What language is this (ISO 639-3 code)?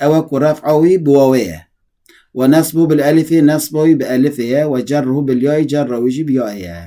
kur